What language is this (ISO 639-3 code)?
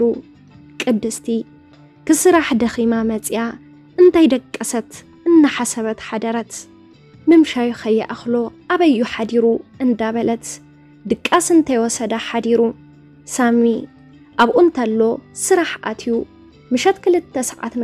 tir